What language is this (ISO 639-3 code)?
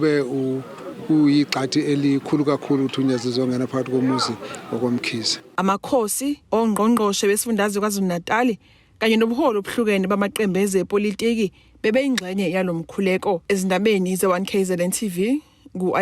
zul